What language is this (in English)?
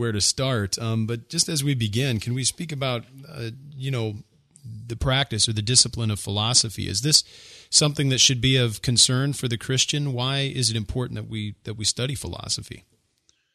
English